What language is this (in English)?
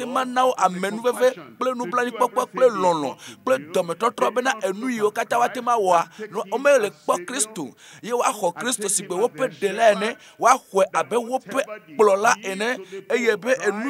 Ewe